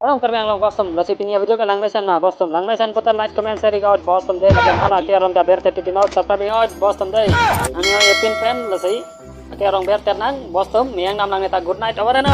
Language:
Karbi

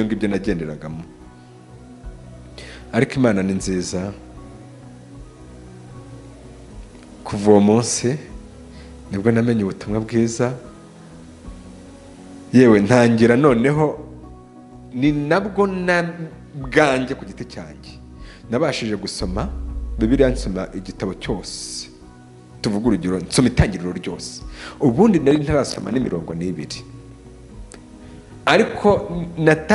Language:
Kinyarwanda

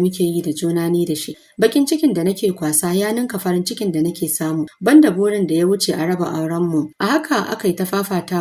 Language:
Hausa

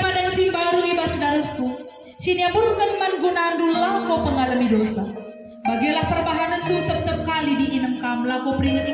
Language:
Batak Karo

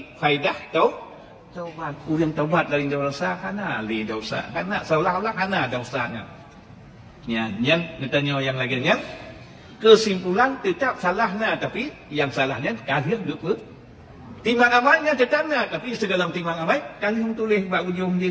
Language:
Achinese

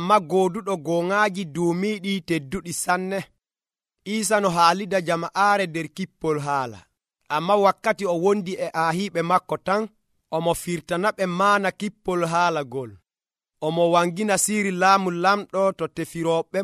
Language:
Nigerian Fulfulde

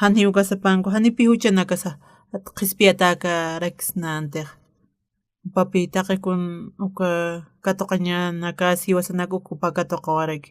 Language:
Aymara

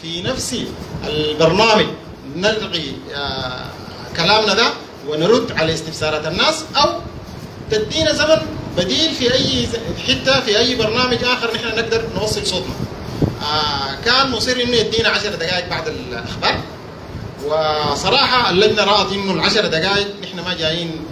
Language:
Sudanese Arabic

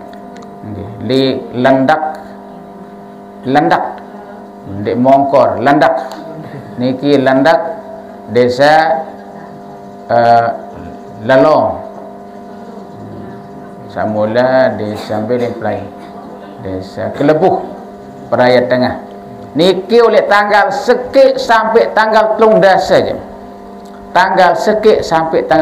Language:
Sasak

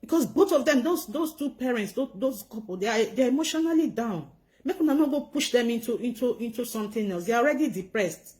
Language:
Nigerian Pidgin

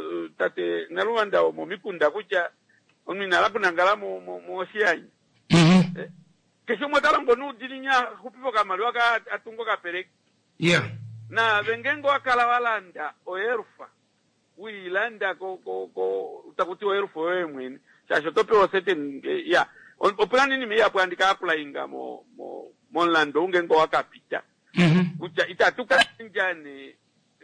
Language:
Kuanyama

